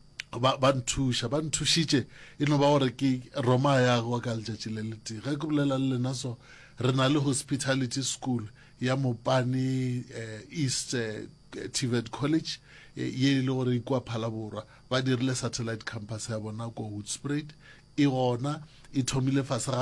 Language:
Northern Sotho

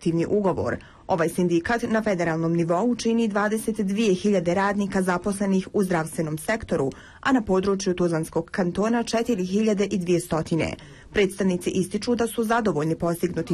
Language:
Bosnian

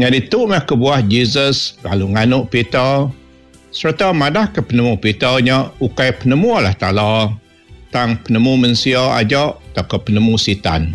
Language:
Iban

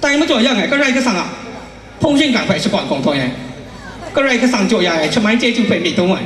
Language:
Kachin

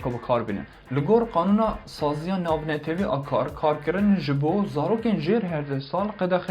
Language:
Kurdish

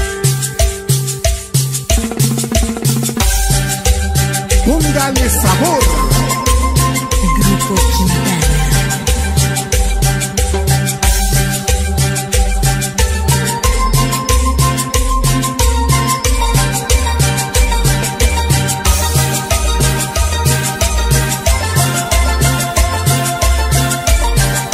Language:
Spanish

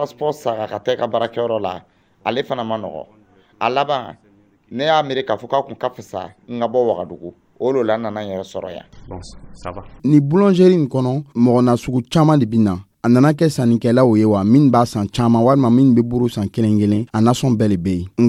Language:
Dyula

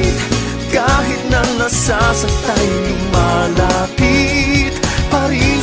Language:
Filipino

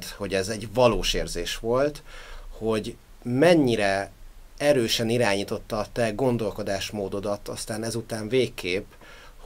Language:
Hungarian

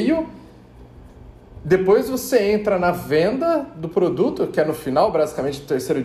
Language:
Portuguese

